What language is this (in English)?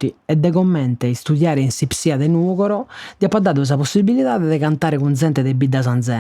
Sardinian